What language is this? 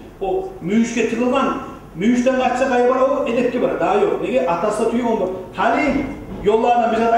Kumyk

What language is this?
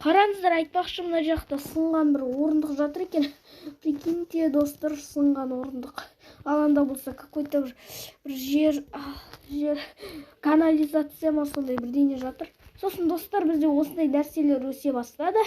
Kazakh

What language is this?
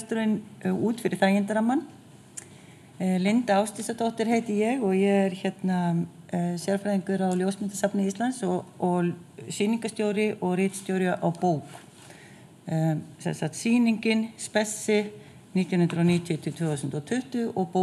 Icelandic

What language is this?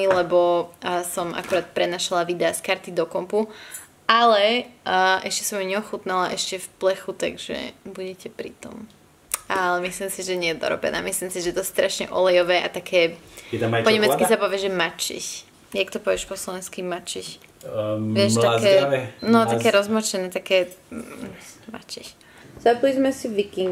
Slovak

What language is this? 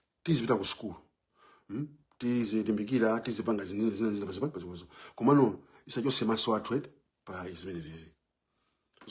Nyanja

